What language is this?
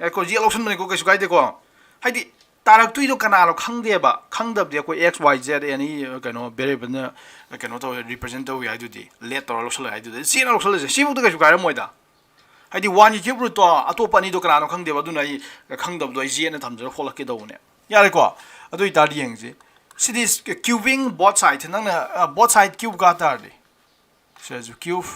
Manipuri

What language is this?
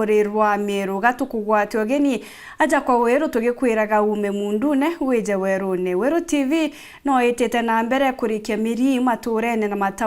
Meru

